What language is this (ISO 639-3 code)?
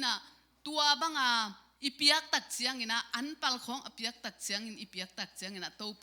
ctd